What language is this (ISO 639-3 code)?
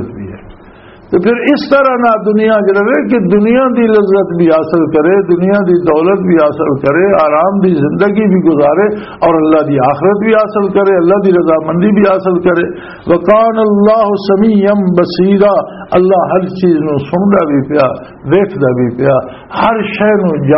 lah